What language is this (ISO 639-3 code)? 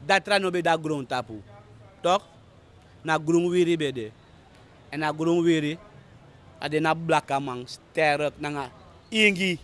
srn